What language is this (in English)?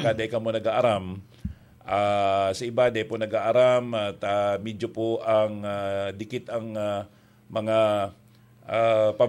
Bikol